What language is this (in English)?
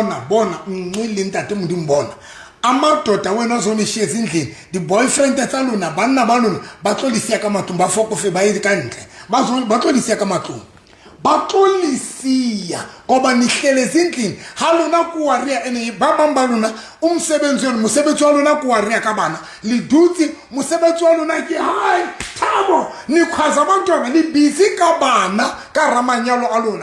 Southern Sotho